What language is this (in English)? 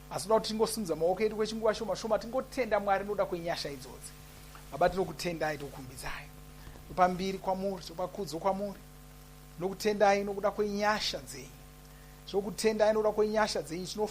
Shona